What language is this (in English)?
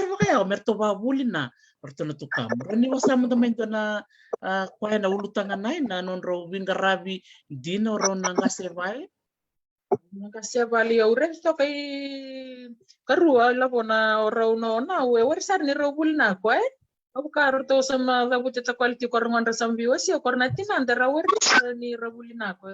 Fijian